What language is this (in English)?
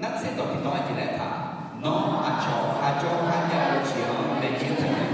Akha